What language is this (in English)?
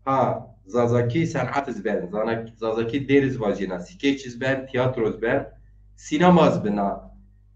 Zaza